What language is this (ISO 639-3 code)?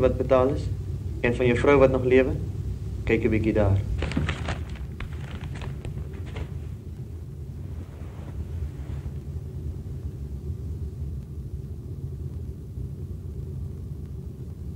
afr